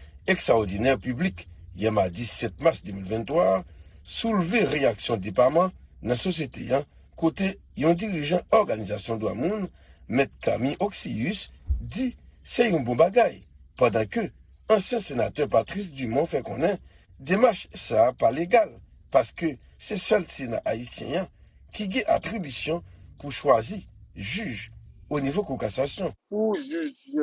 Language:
Haitian Creole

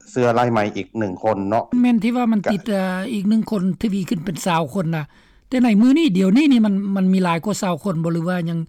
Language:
Lao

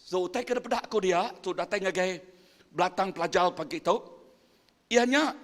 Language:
Iban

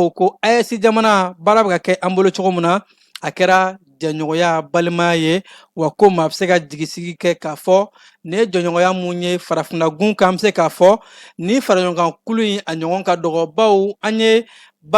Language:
Bambara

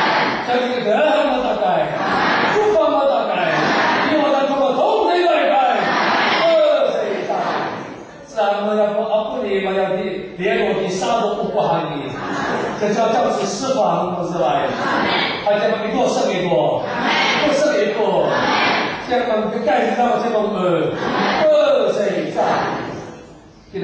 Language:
Chinese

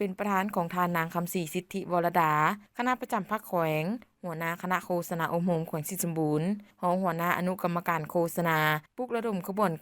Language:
Lao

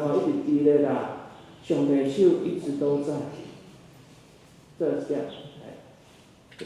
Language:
Min Nan Chinese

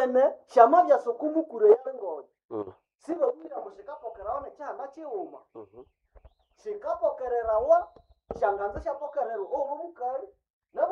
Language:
Nande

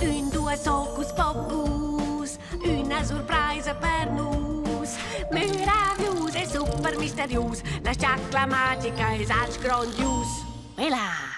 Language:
Romansh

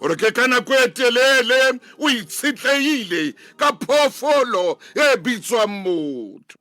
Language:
Southern Sotho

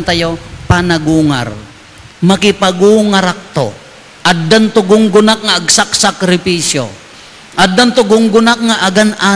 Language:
Iloko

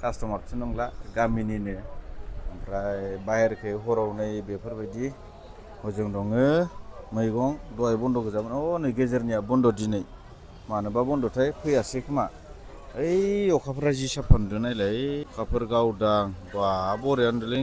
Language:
Bodo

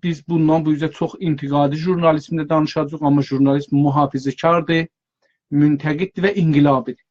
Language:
South Azerbaijani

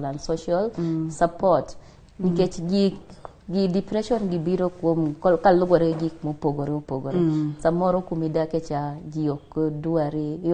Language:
Luo (Kenya and Tanzania)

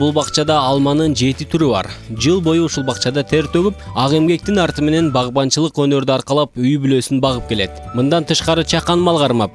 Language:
Kyrgyz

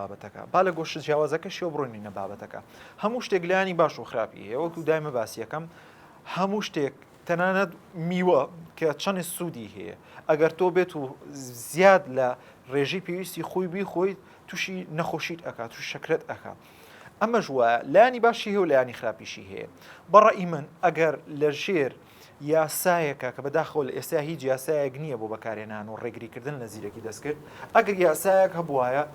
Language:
Central Kurdish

